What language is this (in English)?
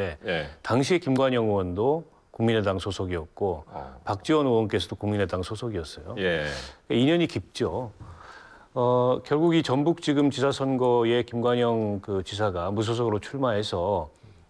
Korean